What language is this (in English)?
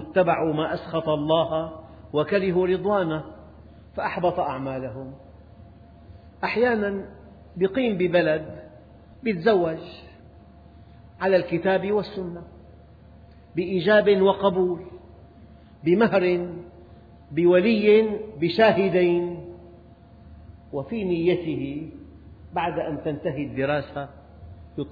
Arabic